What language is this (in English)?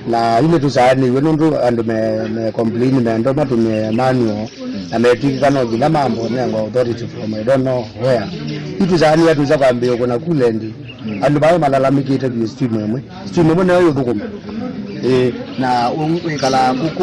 Kamba